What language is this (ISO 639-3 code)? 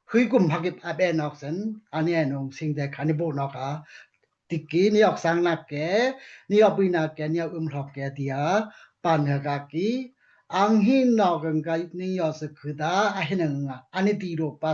dao